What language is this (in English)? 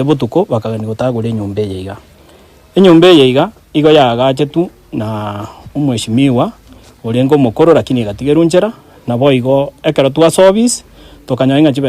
Gusii